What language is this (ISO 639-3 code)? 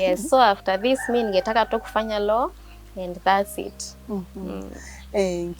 mer